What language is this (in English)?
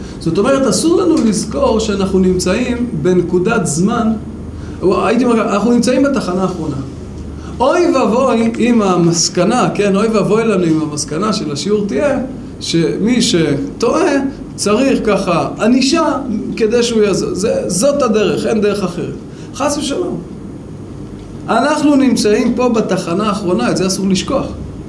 Hebrew